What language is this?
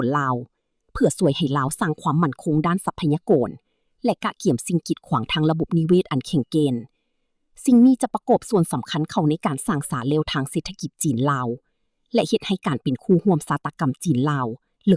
Lao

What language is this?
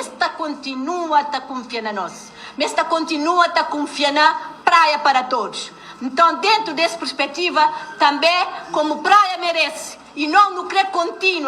Kabuverdianu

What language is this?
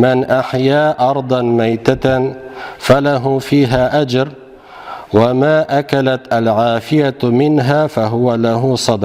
Tatar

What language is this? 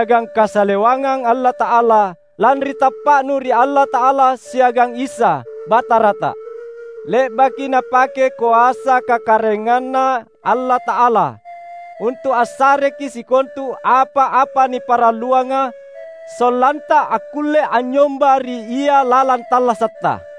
Makasar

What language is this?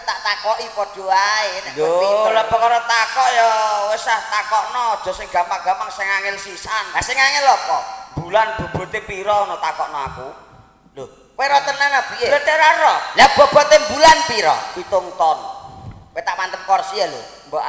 Javanese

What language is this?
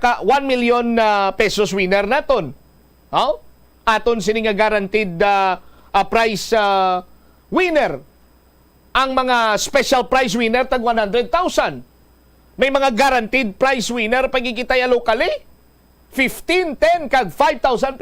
Hiligaynon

